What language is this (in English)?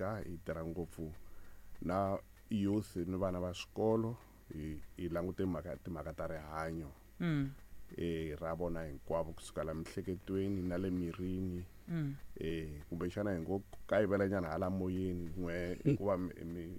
Tsonga